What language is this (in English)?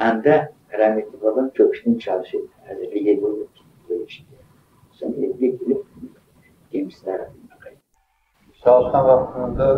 Crimean Tatar